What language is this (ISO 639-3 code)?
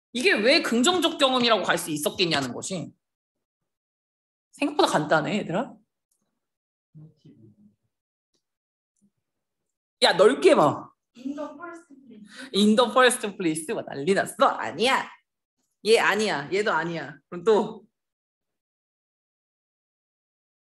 kor